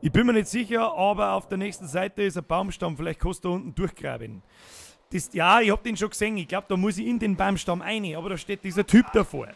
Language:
Bavarian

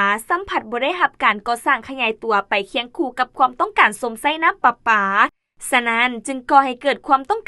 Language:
Lao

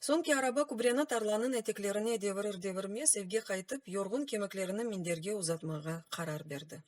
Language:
Crimean Tatar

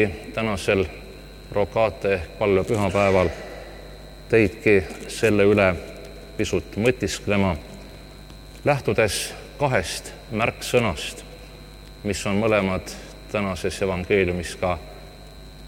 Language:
Estonian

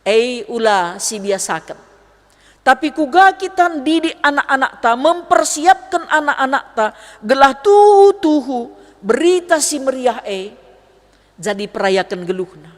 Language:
Batak Karo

